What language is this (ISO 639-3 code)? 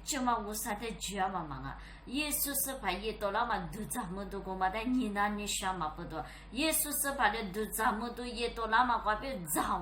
lis